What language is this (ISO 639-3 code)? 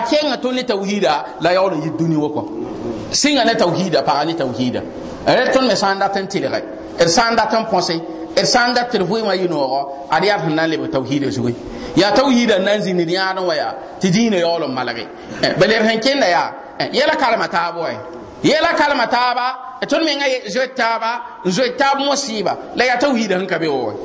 mos